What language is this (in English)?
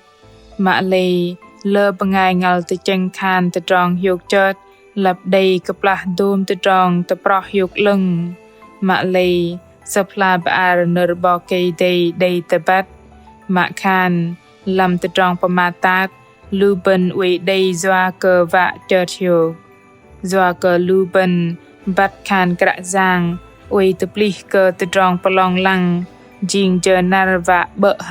Bahnar